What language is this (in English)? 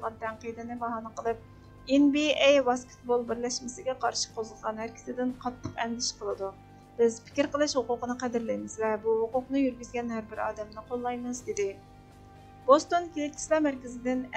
Uyghur